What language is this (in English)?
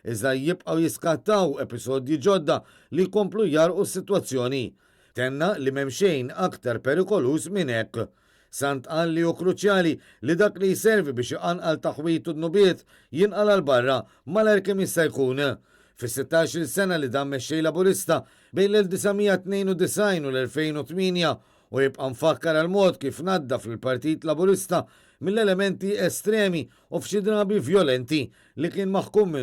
Maltese